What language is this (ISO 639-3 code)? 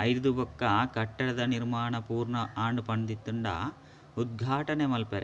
tcy